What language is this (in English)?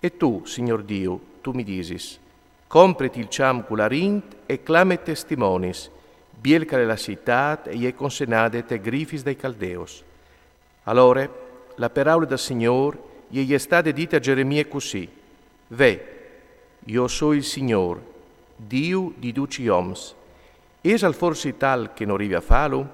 Friulian